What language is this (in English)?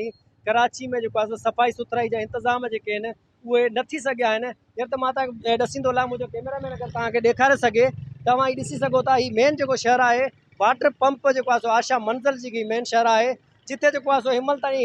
Sindhi